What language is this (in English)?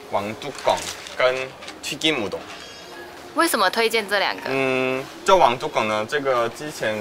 Chinese